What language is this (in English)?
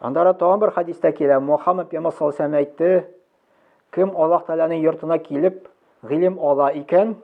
Tatar